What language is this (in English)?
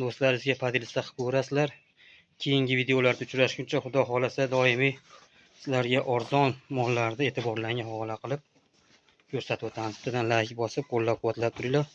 Uzbek